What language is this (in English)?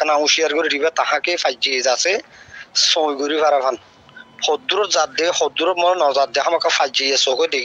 Rohingya